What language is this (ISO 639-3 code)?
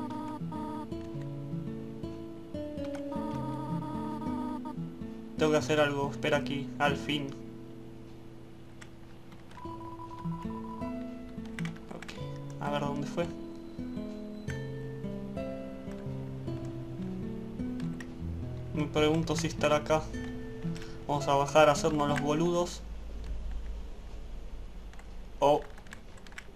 spa